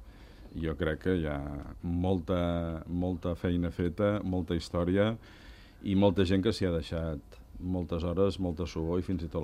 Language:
Catalan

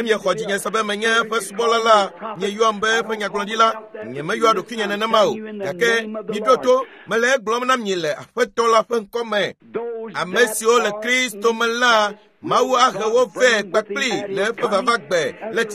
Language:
Ewe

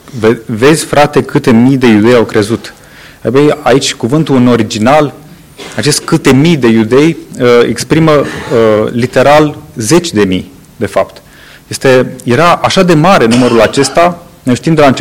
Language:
Romanian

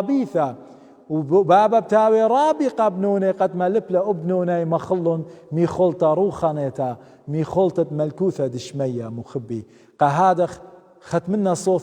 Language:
Assyrian Neo-Aramaic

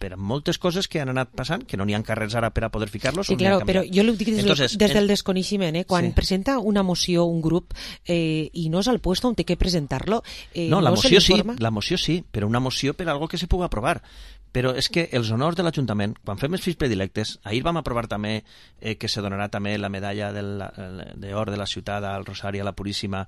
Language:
Catalan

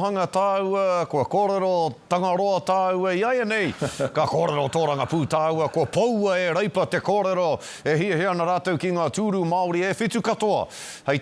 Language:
Māori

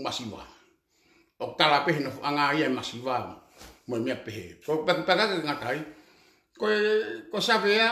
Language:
Tongan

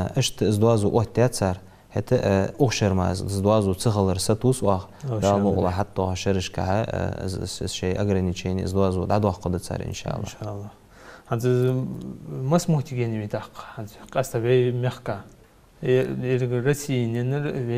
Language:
Ingush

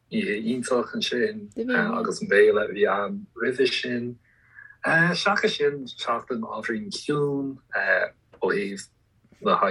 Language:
Irish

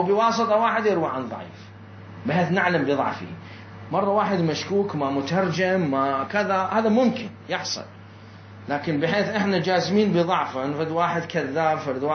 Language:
Mesopotamian Arabic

